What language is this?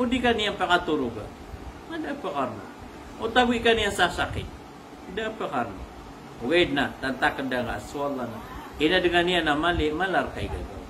Maranao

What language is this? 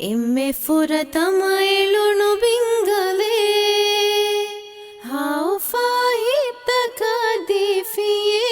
Divehi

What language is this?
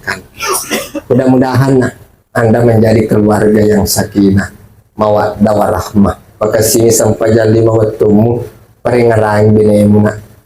Buginese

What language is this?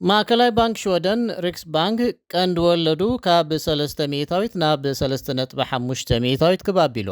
Tigrinya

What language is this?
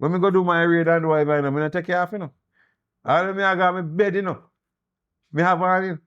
Jamaican Creole English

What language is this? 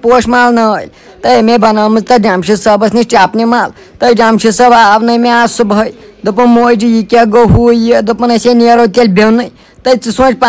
Kashmiri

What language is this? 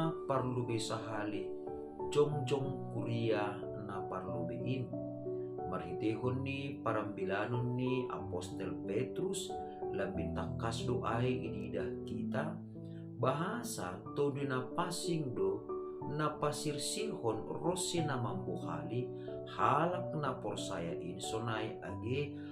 Batak Simalungun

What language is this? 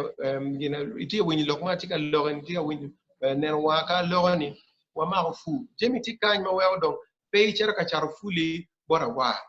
Acoli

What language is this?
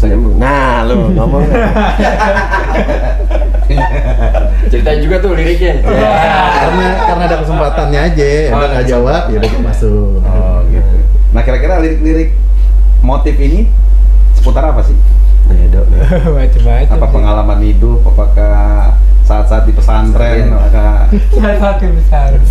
Indonesian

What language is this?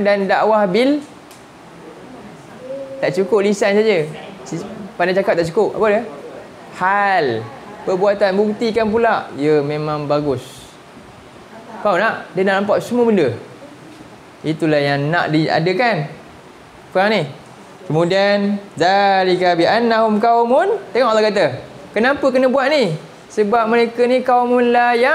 Malay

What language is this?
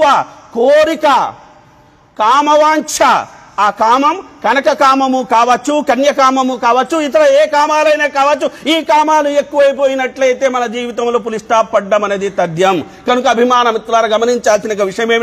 Telugu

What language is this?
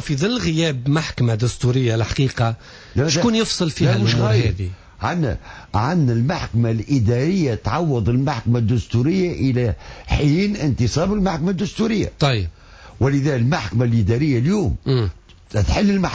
Tunisian Arabic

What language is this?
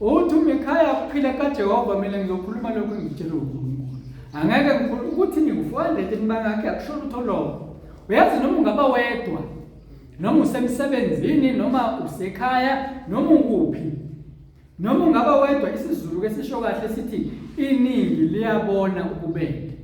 Zulu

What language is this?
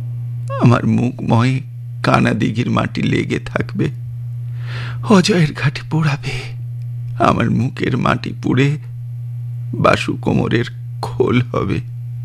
Bangla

